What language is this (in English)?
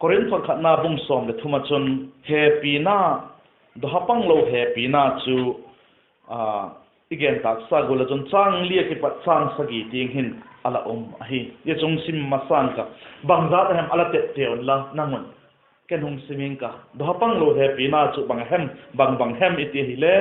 Vaiphei